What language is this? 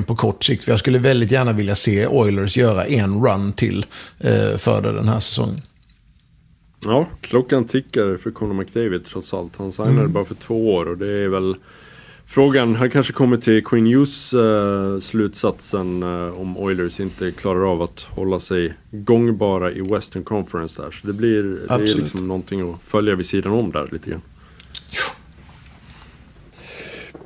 Swedish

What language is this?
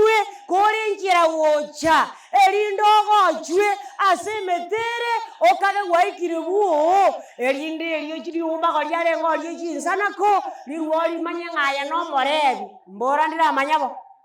Gusii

